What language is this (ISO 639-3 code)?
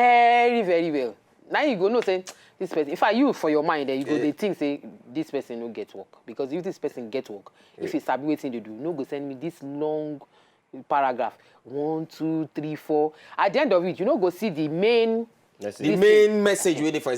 pcm